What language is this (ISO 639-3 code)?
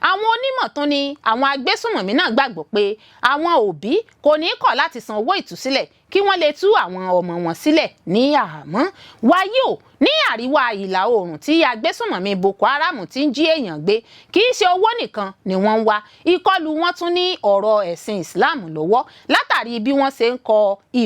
yor